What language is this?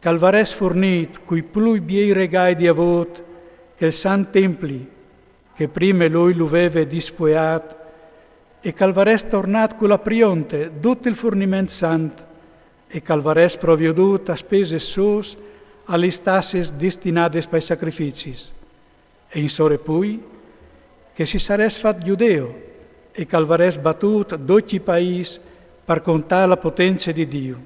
Friulian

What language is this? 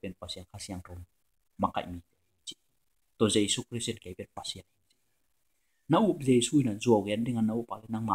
Tedim Chin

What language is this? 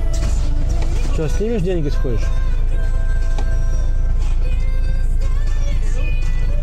Russian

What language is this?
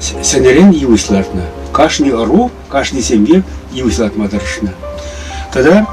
Chuvash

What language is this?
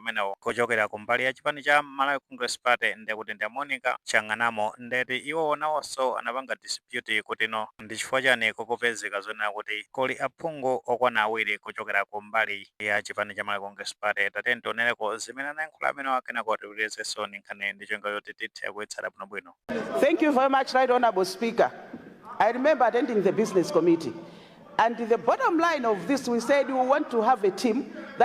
Nyanja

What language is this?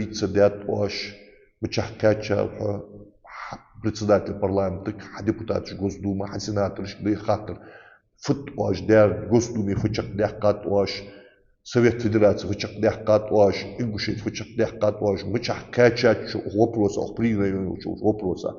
Ingush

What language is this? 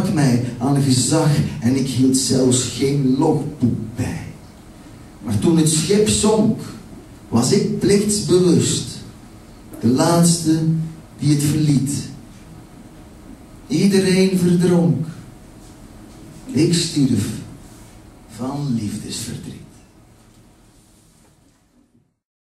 Dutch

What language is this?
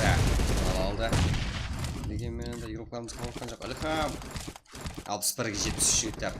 Kara-Kalpak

